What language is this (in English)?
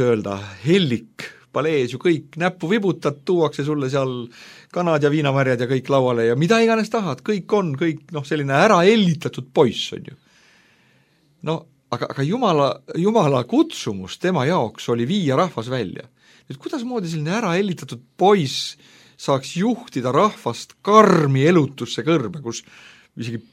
Estonian